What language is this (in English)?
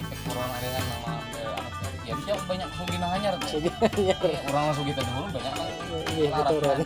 Banjar